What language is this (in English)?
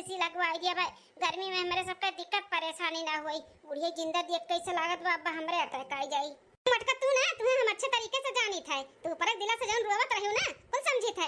Awadhi